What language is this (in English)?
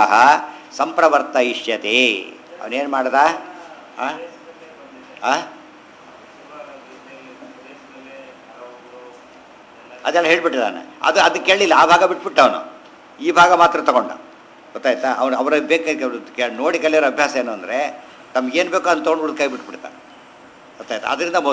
Kannada